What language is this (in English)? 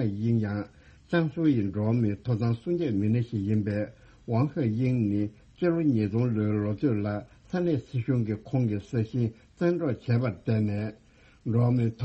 Tibetan